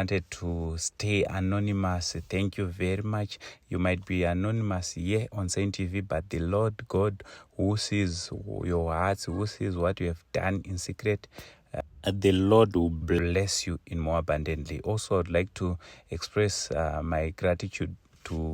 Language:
Shona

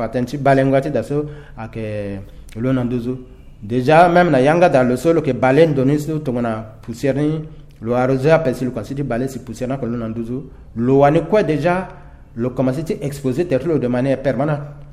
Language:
Sango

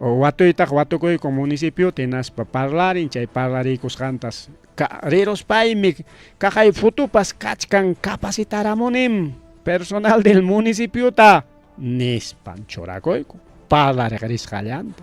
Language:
Ayacucho Quechua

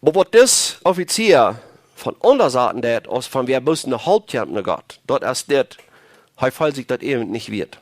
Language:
Plautdietsch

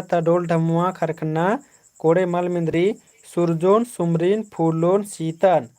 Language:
Kurukh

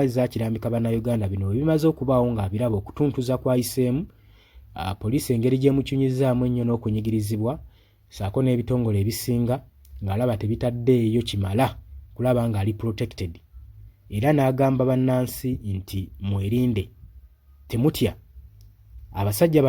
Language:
Ganda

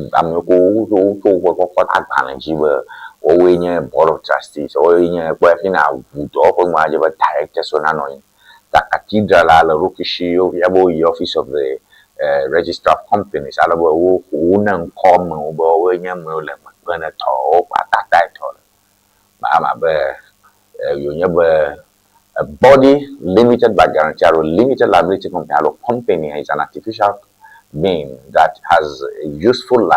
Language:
Ewe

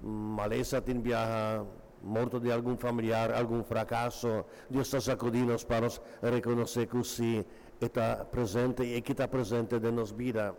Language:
Papiamento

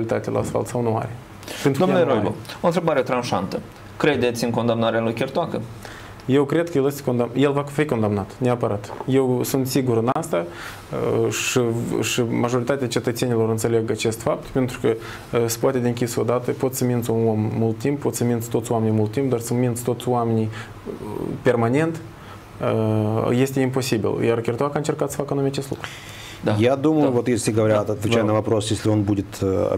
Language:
Romanian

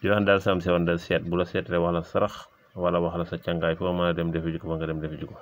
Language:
Wolof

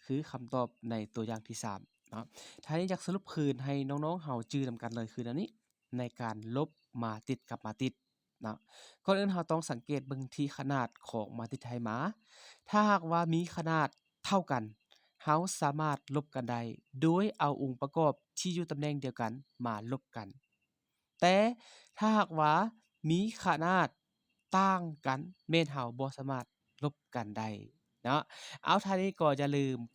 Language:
Lao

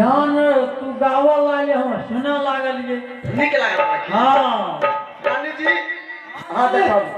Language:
Maithili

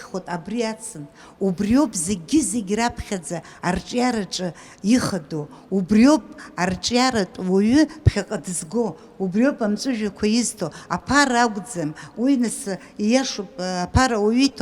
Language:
Abkhazian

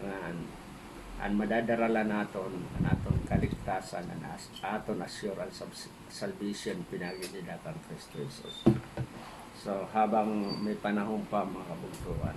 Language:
Waray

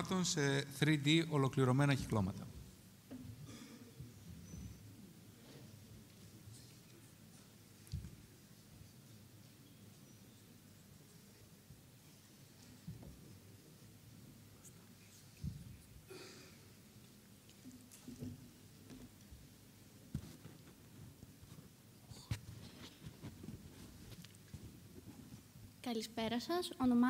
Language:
Greek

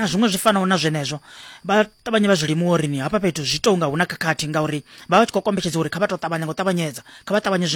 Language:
Venda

